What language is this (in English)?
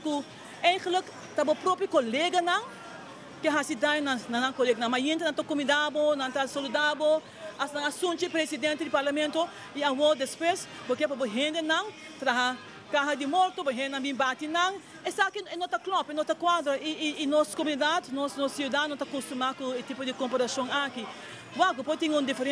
Papiamento